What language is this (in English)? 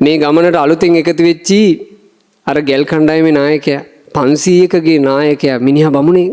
Sinhala